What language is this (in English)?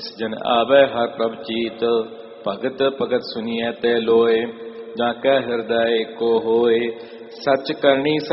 Punjabi